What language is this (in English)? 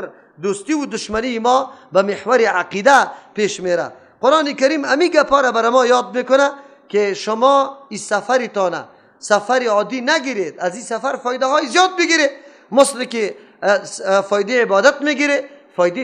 Persian